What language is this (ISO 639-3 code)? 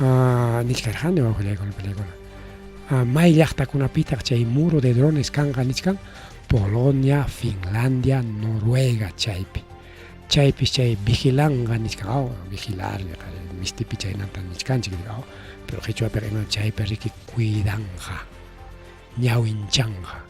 quy